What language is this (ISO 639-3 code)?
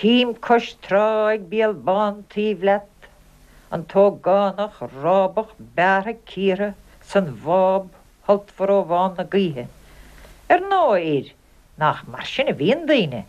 gle